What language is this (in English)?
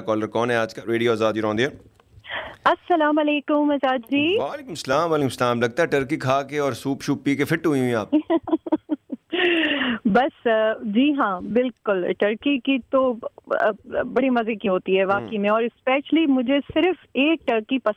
Urdu